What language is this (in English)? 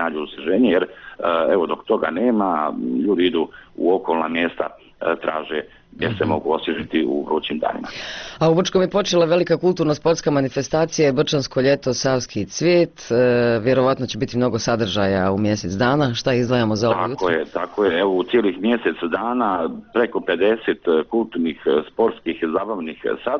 Bosnian